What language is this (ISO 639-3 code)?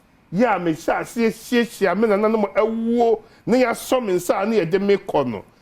aka